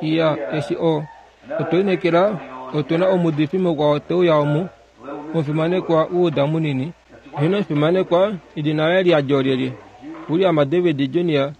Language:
Kuanyama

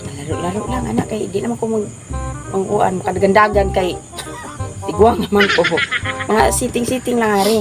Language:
Cebuano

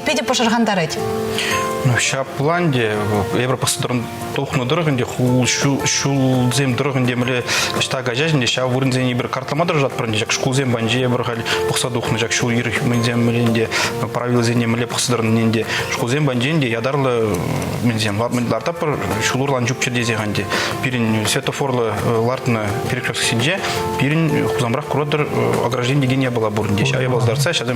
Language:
Chuvash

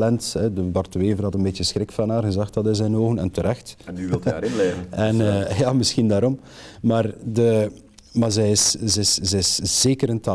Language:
Dutch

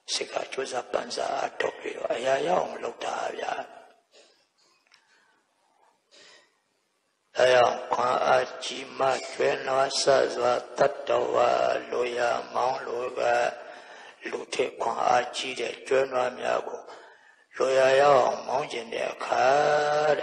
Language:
Burmese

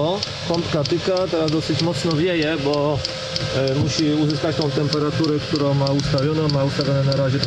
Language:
Polish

